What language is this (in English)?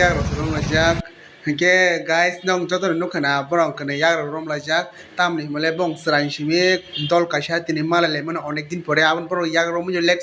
Kok Borok